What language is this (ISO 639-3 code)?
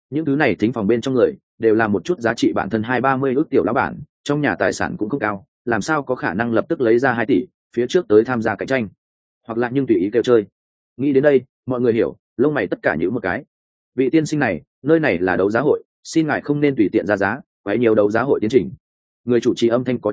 vie